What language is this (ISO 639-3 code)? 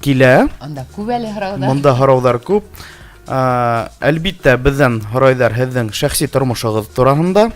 bak